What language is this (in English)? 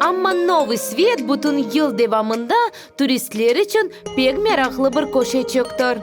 Crimean Tatar